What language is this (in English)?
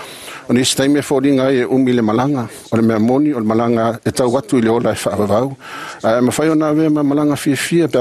Samoan